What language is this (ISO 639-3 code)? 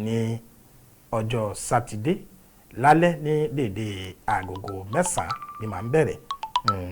yor